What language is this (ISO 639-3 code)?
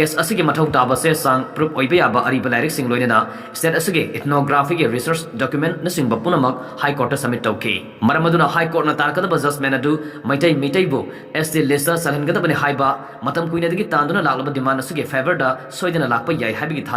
mni